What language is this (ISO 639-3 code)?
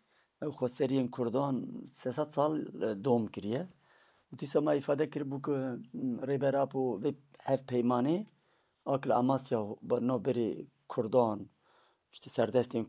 kur